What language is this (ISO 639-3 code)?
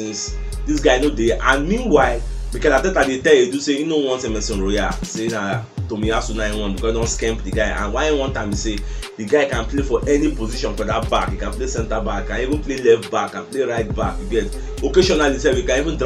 pcm